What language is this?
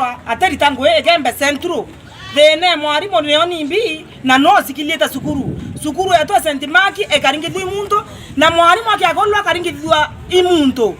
Meru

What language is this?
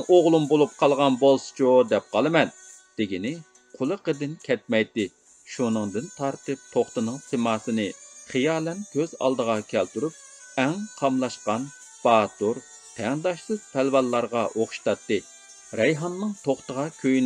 Uyghur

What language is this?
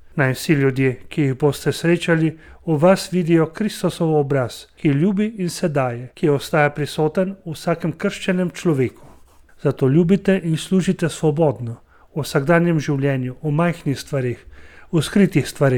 Slovenian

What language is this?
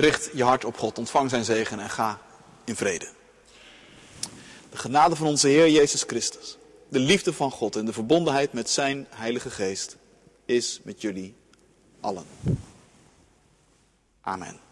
Dutch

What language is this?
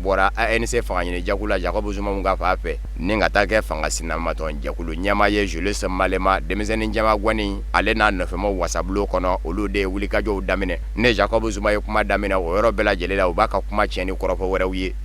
Bambara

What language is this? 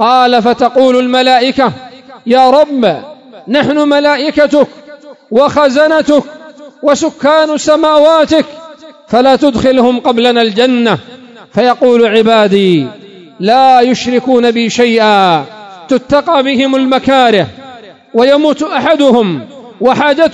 Arabic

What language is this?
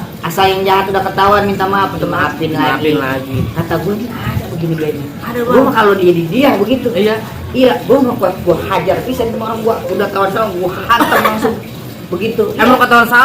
Betawi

